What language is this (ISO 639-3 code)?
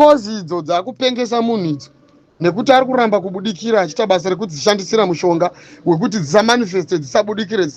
sna